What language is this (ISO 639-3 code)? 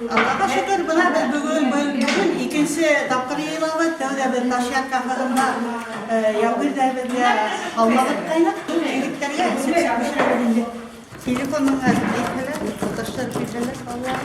bak